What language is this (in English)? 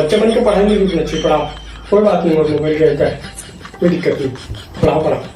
Chhattisgarhi